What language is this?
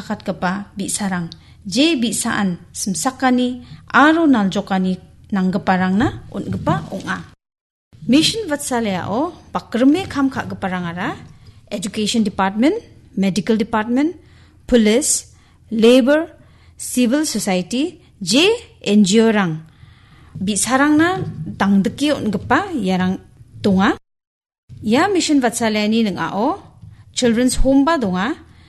Garo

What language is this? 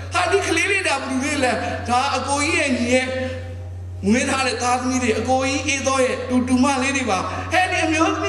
Burmese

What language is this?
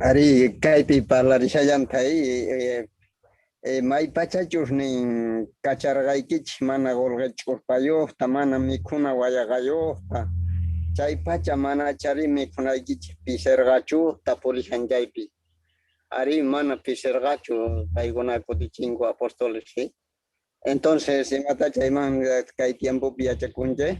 South Bolivian Quechua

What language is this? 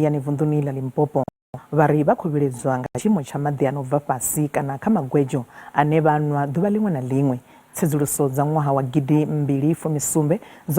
Venda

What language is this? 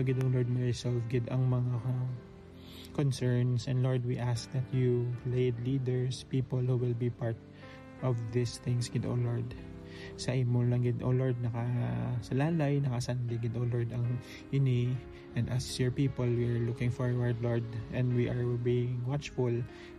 Hiligaynon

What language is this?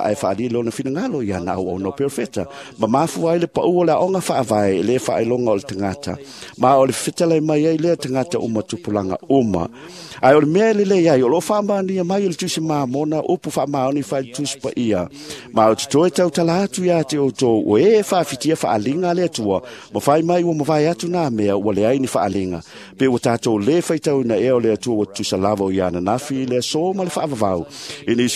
Samoan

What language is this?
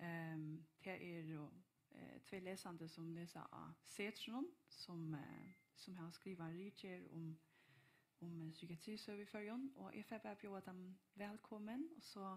Faroese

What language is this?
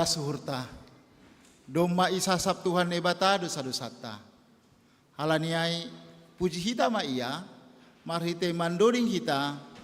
Batak Simalungun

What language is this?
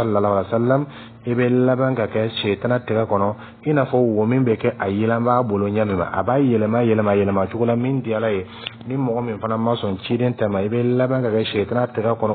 Dyula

